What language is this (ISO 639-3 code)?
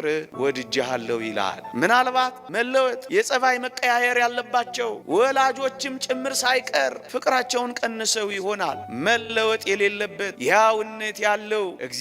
amh